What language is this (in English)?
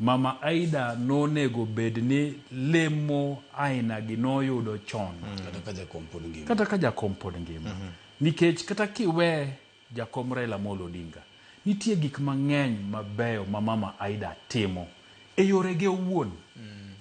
Luo (Kenya and Tanzania)